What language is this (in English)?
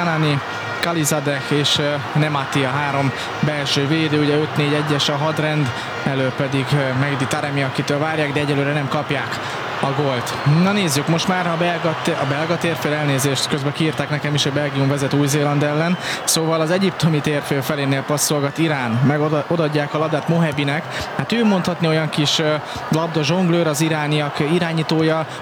Hungarian